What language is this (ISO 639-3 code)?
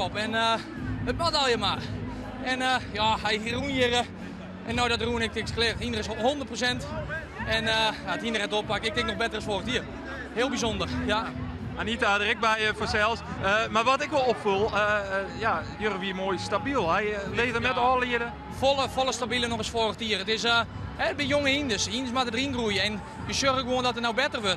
fry